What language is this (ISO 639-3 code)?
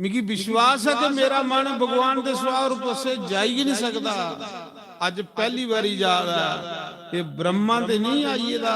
doi